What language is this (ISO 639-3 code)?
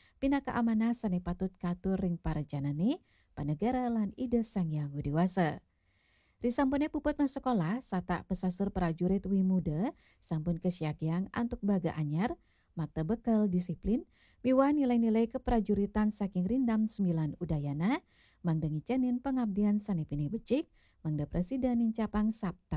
ban